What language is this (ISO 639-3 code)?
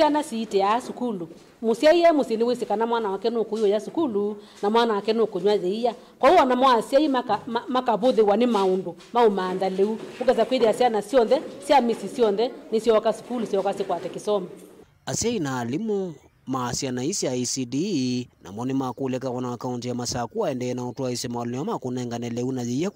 kam